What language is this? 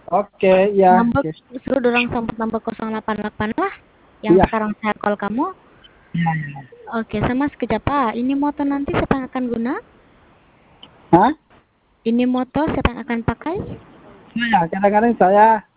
Sabah Malay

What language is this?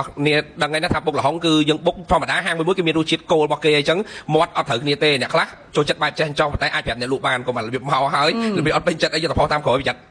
Khmer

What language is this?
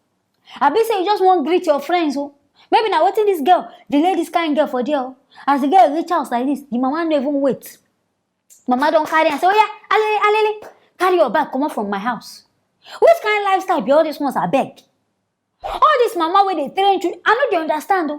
Nigerian Pidgin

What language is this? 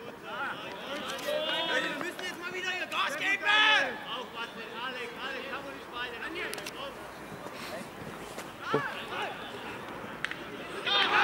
German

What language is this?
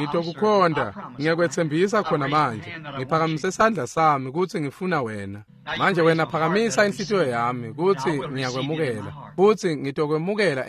Swati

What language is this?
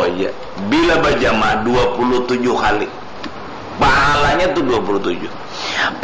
Banjar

